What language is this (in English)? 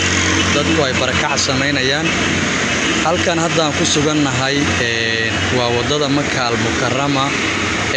Somali